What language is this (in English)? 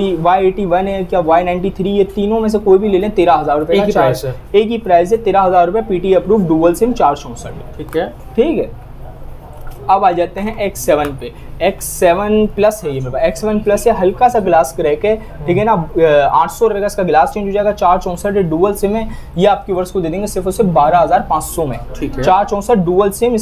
Hindi